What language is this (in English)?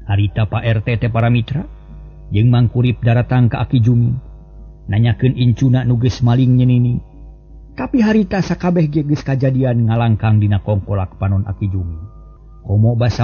Sundanese